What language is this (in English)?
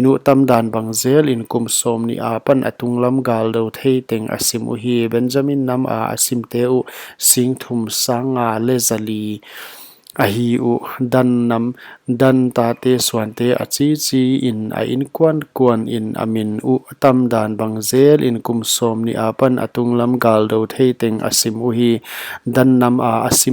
Paite Chin